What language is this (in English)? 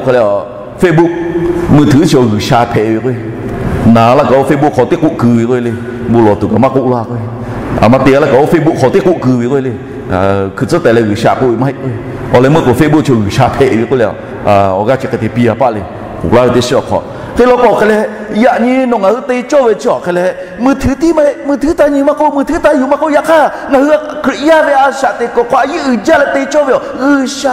Lahu